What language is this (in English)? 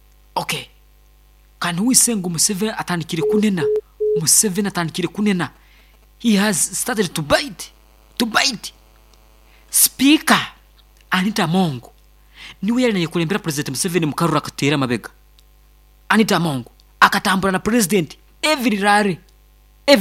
Nyankole